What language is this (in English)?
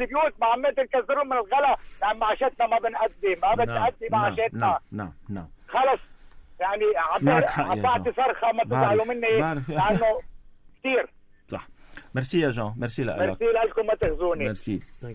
North Levantine Arabic